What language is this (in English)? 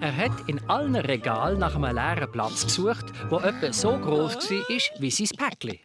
Swiss German